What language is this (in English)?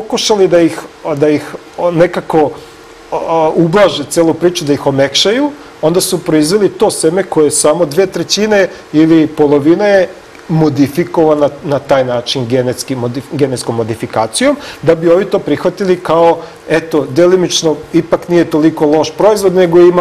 Serbian